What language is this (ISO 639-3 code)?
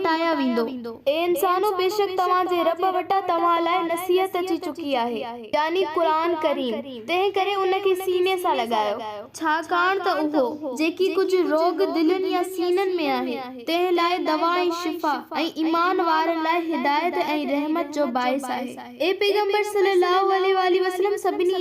snd